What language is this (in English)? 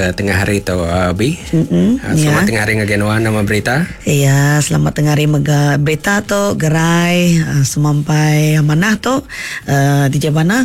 Iban